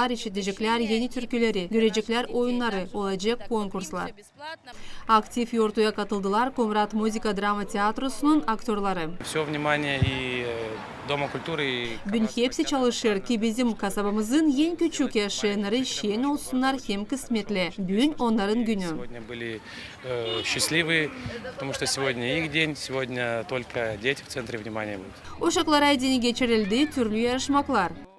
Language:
Gagauz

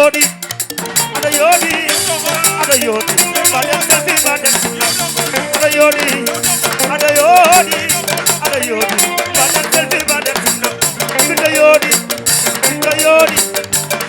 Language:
Fula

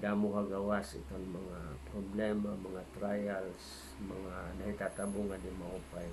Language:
Waray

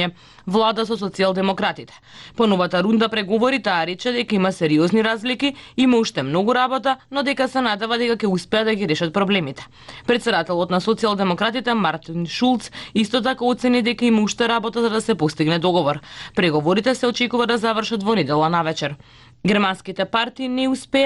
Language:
Macedonian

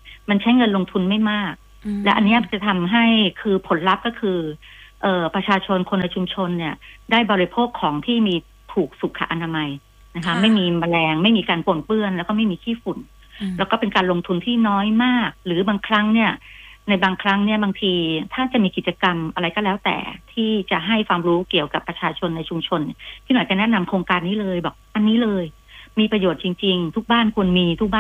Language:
Thai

